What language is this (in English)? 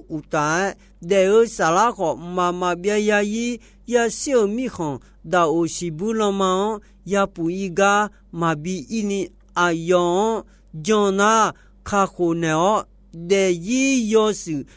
Akha